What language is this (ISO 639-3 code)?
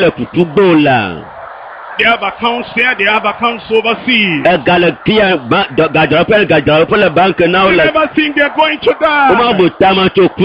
ewe